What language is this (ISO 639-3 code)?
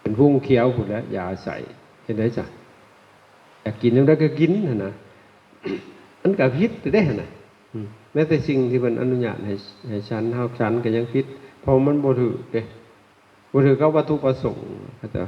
lao